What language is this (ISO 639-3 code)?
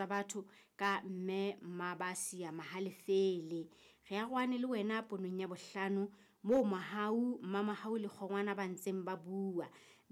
sot